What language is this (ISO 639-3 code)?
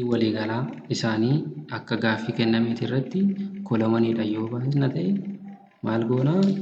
orm